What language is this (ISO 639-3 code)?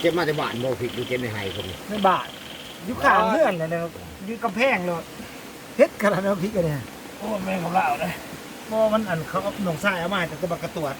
lao